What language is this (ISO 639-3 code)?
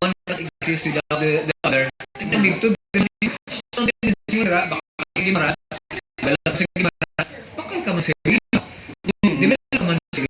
hil